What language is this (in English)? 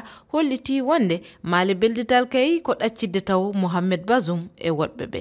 Fula